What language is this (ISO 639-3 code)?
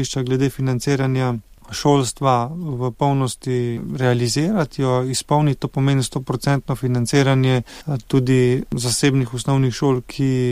slv